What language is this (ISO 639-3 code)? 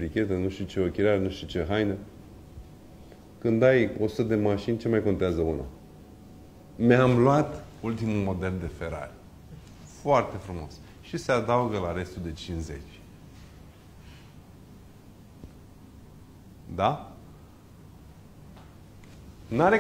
ron